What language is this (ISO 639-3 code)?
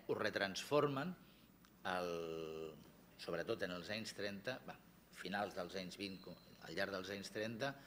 cat